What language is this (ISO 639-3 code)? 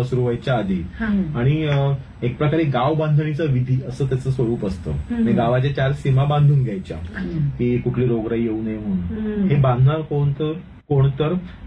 mar